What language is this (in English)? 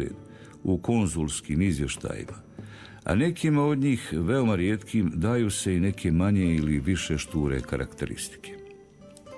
Croatian